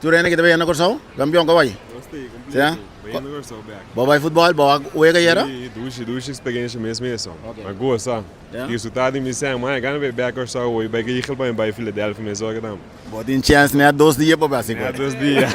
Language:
Papiamento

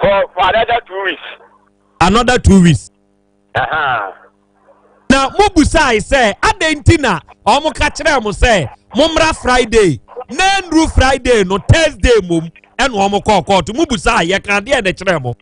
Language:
Akan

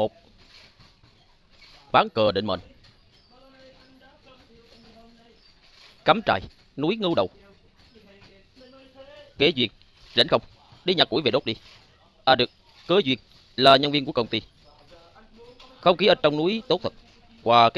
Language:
Vietnamese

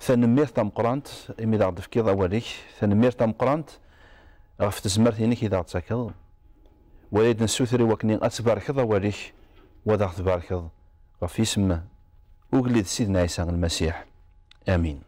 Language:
Kabyle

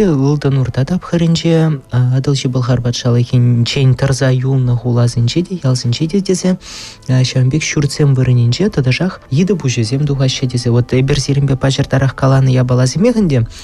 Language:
Chuvash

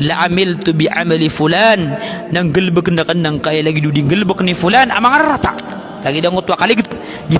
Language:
Maranao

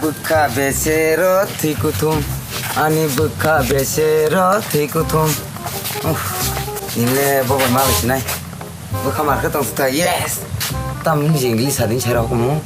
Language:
Kok Borok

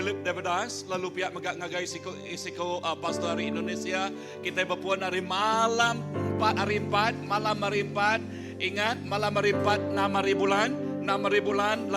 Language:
Iban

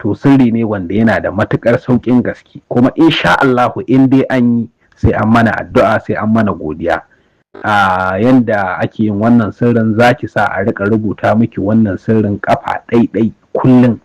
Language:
Hausa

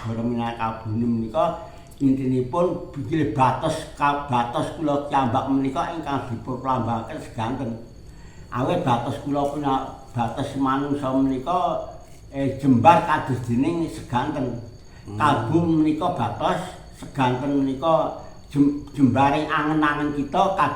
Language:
Javanese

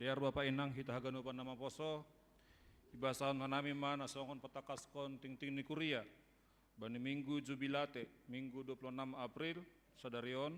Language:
Batak Simalungun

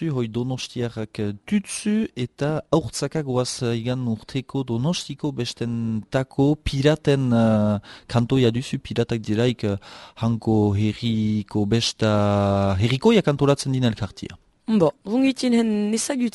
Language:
Basque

